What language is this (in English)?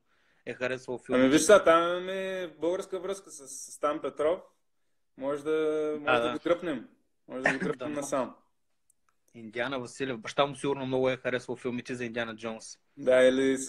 Bulgarian